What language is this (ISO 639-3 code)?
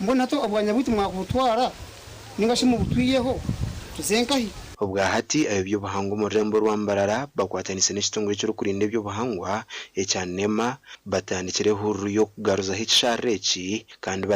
nyn